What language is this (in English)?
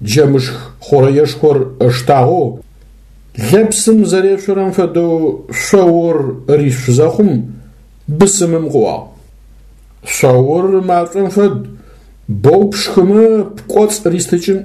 Adyghe